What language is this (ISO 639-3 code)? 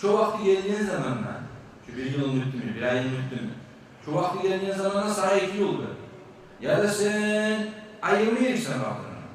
kum